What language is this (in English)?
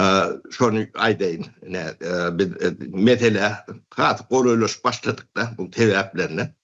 Turkmen